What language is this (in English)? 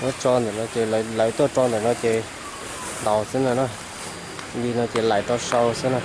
Hmong